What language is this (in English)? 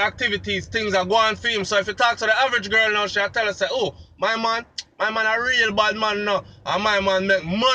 Jamaican Creole English